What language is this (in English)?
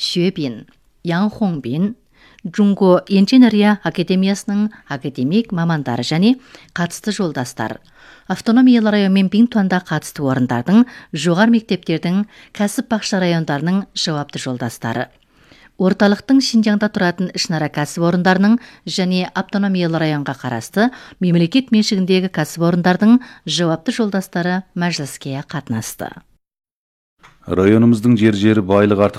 Kazakh